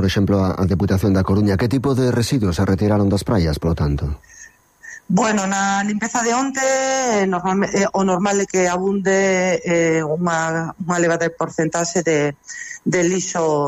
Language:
Galician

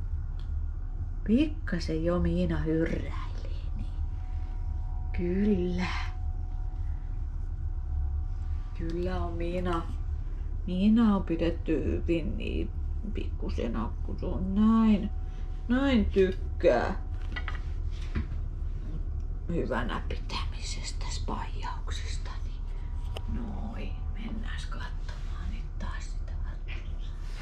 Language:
Finnish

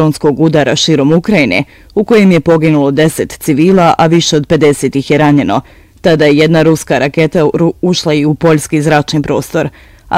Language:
Bosnian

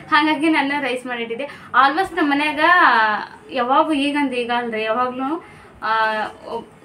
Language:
Kannada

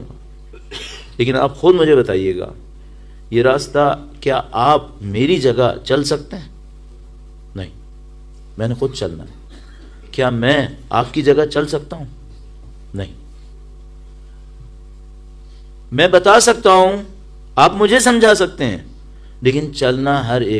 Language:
Urdu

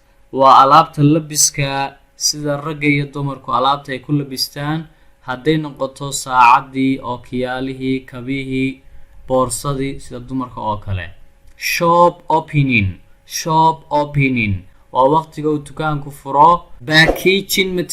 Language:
Somali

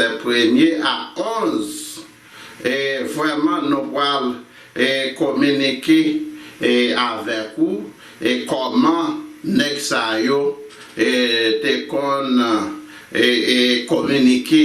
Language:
Haitian Creole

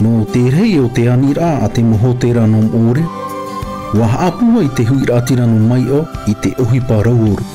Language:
Tahitian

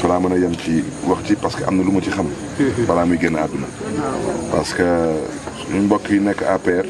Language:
Wolof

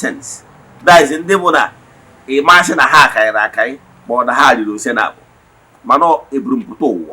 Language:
Igbo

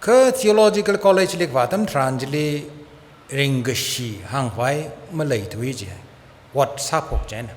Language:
Tangkhul Naga (India)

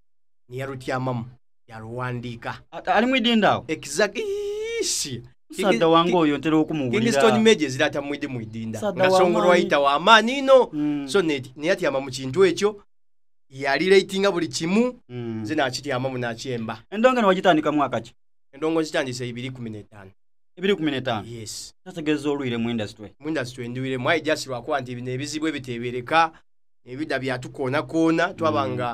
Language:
Soga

